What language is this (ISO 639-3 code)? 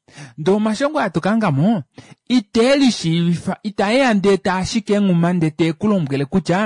kua